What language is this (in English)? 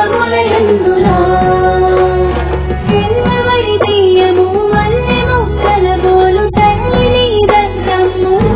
Telugu